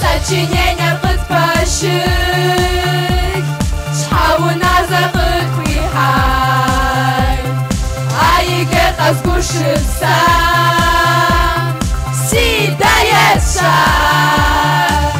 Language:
Kabardian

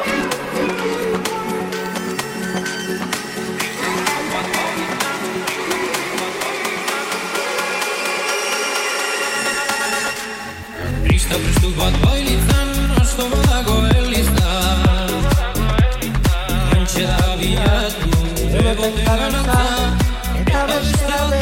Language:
Basque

